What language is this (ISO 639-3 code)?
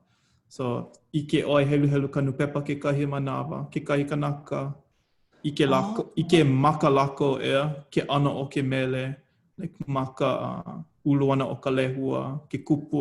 haw